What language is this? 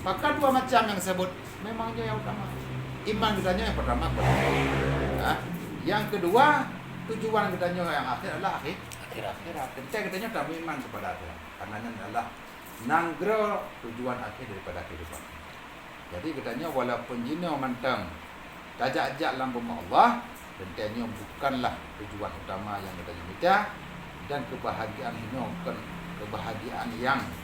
Achinese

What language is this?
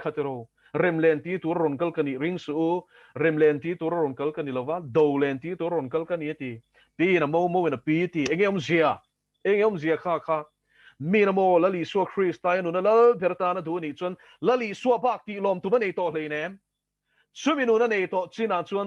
Mizo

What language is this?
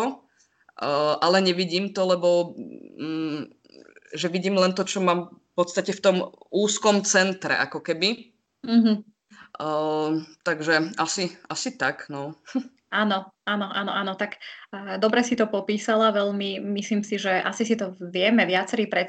Slovak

